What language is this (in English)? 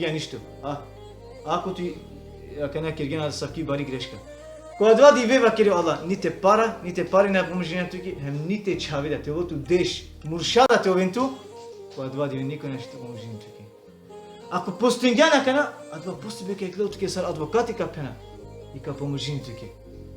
Balkan Romani